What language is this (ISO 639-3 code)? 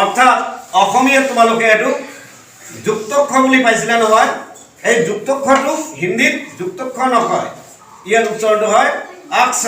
asm